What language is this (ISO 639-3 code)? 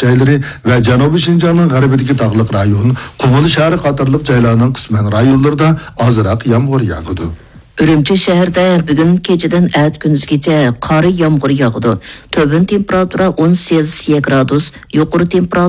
uig